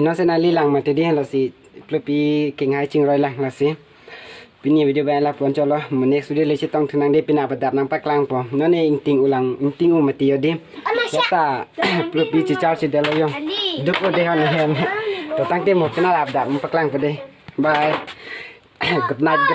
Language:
Karbi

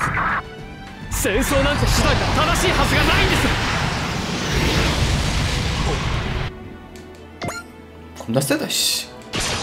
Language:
Korean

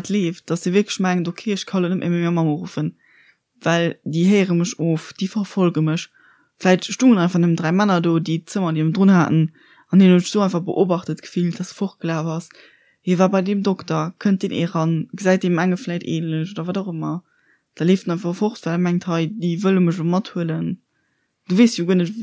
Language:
Luxembourgish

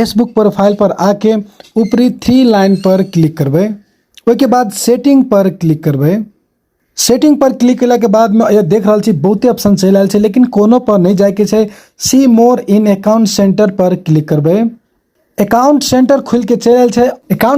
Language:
Maithili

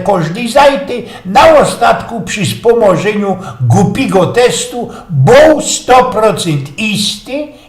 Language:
Silesian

